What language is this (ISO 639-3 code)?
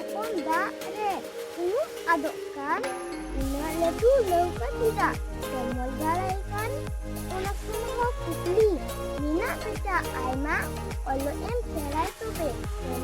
sat